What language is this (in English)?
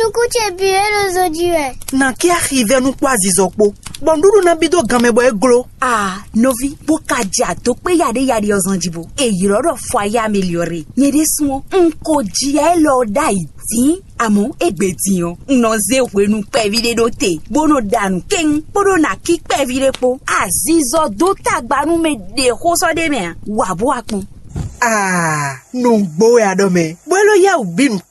Fon